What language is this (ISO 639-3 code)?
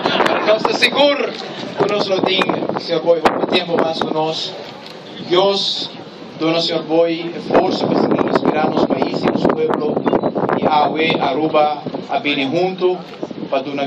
pap